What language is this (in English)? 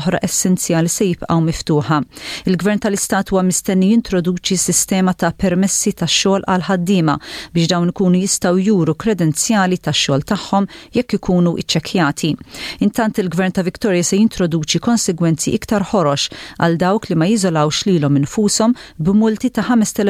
Maltese